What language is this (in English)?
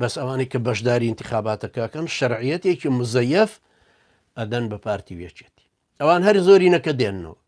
Central Kurdish